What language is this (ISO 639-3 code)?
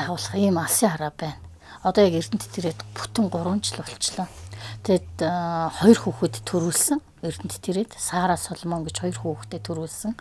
mon